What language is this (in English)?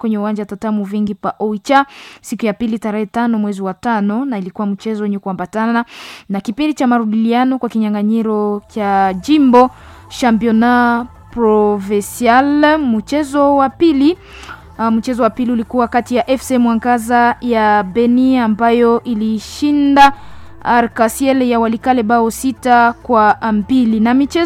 Swahili